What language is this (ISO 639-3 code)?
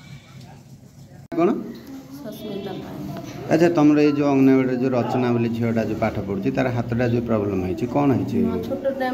ori